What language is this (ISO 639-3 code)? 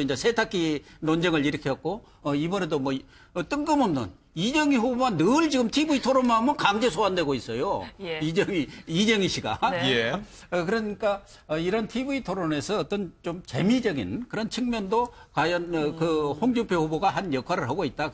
kor